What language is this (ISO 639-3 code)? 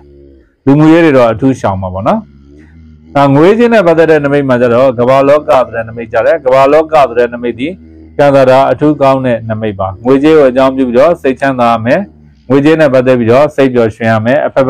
mya